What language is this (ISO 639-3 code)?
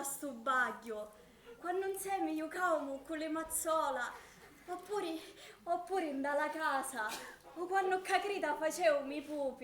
scn